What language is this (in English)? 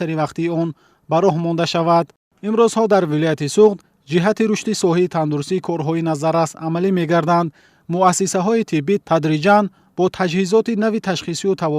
Tajik